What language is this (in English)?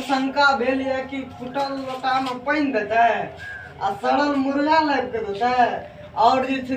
Maithili